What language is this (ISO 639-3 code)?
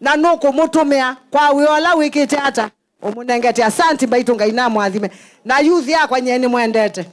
kam